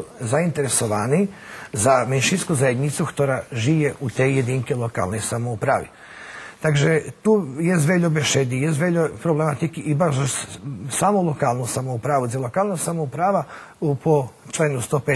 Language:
Rusyn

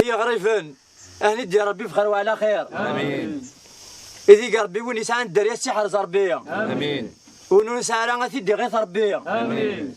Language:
Kabyle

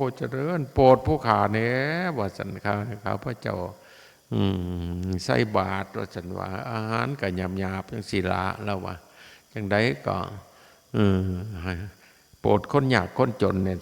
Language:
Northeastern Thai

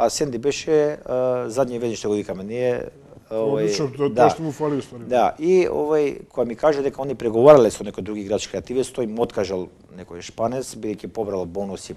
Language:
Macedonian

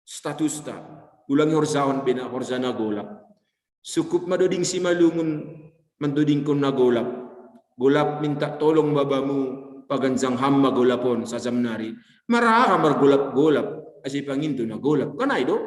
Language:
Batak Simalungun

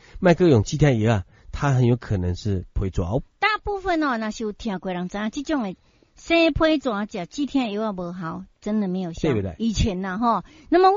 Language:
Min Nan Chinese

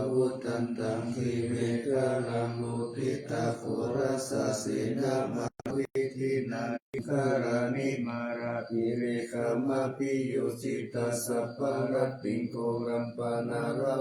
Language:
Pali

